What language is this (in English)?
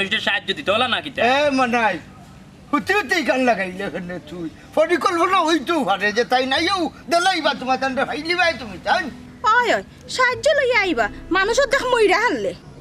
Sylheti